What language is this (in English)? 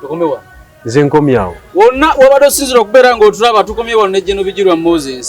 Ganda